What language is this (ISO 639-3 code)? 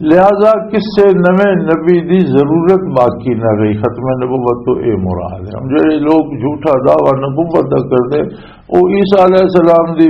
lah